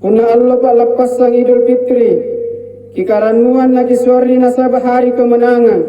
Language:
Makasar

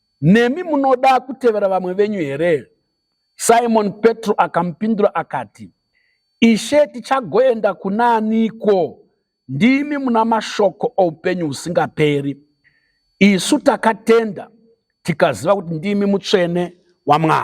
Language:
Shona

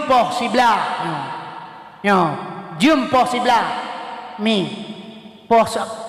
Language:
Achinese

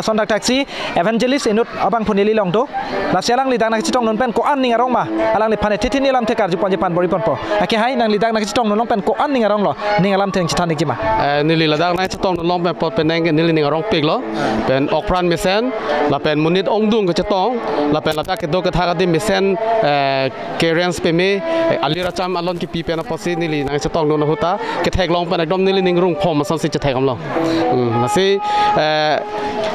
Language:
Karbi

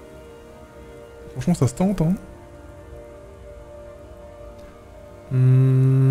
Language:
French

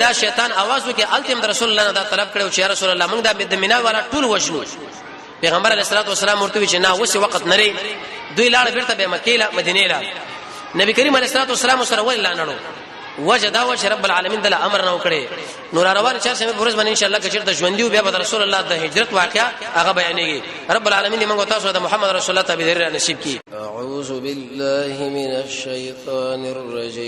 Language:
Pashto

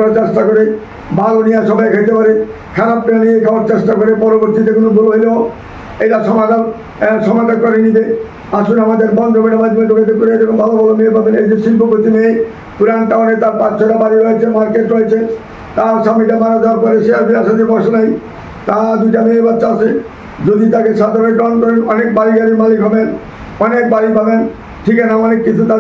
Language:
Bangla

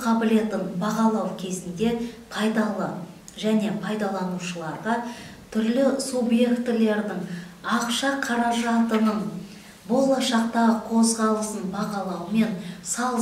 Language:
Kazakh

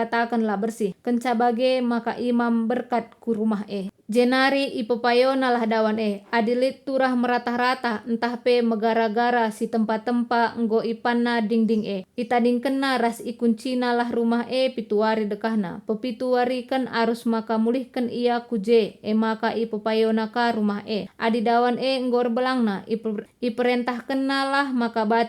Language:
Batak Karo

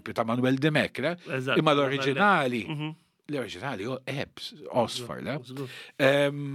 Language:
Maltese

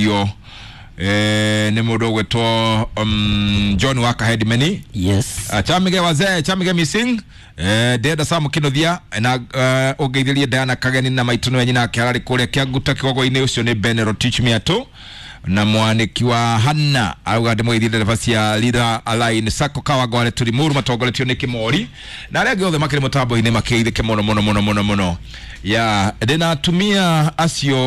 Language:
Kikuyu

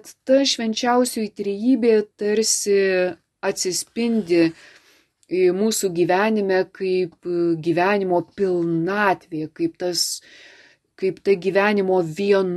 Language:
Lithuanian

